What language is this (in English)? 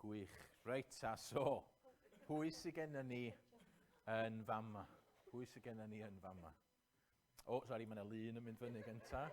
Welsh